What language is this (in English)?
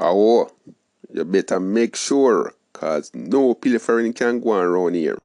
Jamaican Creole English